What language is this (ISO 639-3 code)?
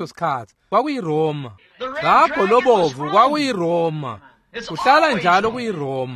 ssw